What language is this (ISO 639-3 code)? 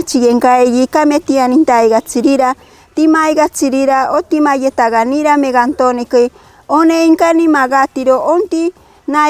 mcb